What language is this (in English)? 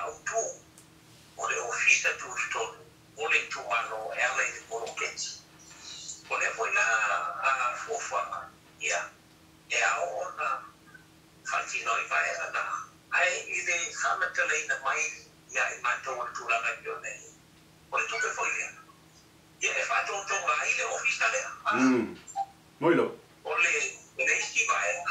Samoan